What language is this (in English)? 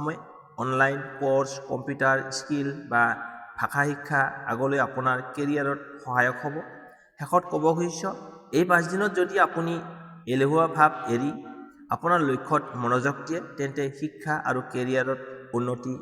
Assamese